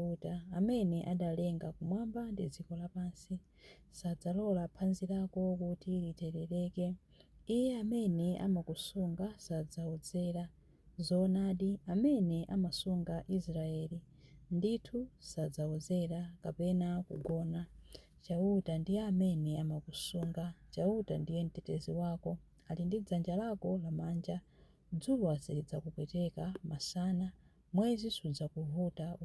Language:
Nyanja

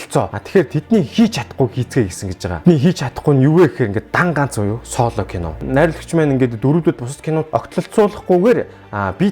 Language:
Mongolian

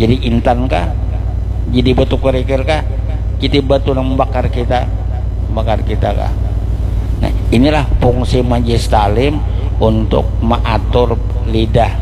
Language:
Banjar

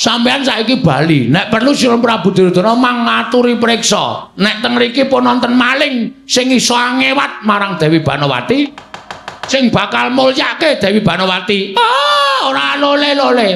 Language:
Javanese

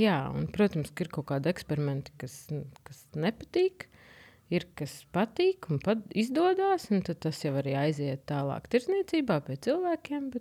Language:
Latvian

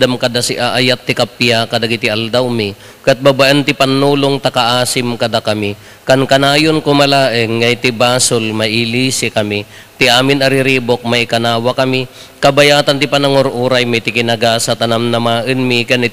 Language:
Iloko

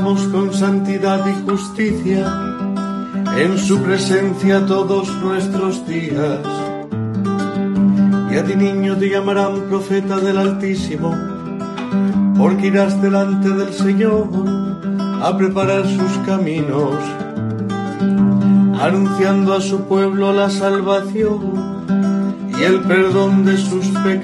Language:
Spanish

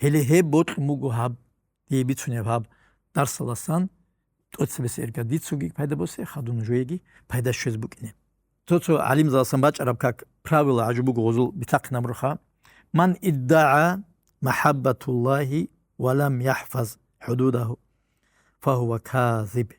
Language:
Avaric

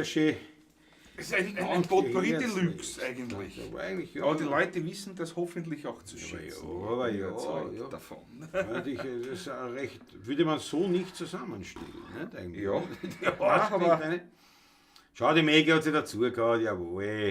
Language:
Bavarian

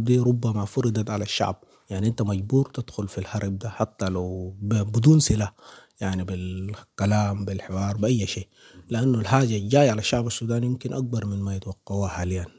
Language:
Sudanese Arabic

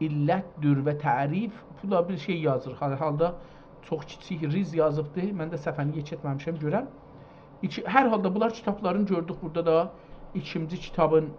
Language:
South Azerbaijani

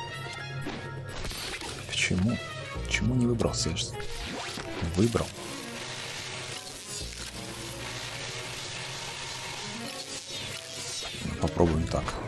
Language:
Russian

